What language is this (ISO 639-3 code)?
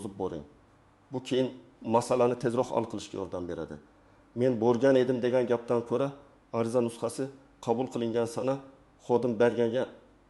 uzb